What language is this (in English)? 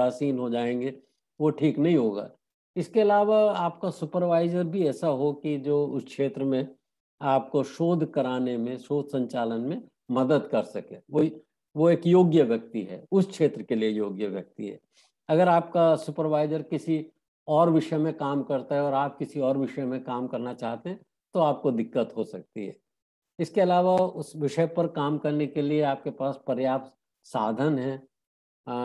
Hindi